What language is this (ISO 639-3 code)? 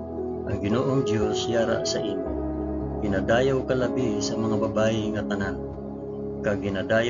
hil